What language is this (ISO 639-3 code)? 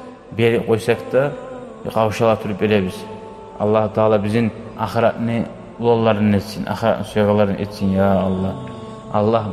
kum